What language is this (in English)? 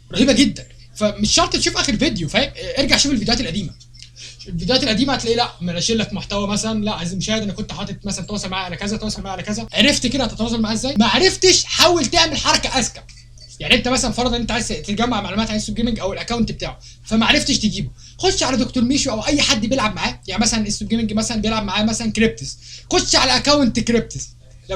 Egyptian Arabic